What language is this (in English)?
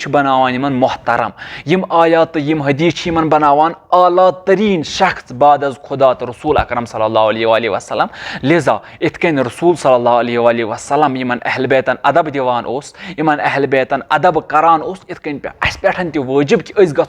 Kashmiri